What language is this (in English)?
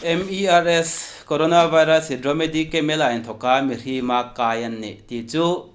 Hmar